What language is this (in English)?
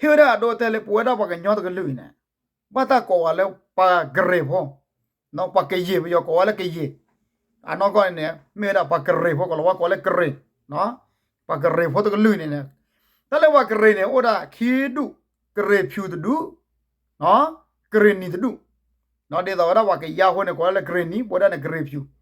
S'gaw Karen